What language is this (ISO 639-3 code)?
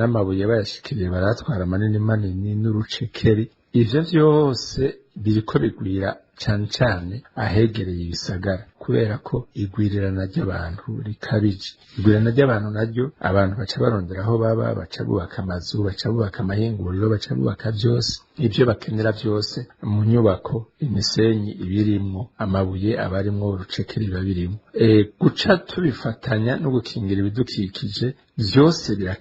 run